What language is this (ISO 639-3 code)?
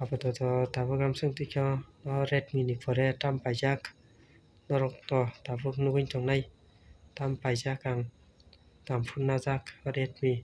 trp